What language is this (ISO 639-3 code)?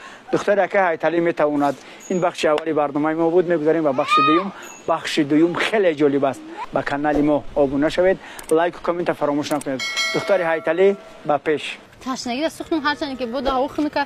tgk